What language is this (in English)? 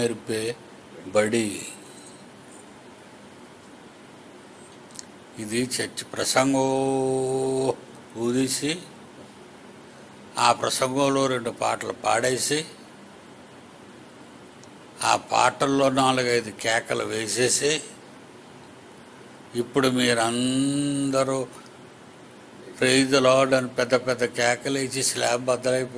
Telugu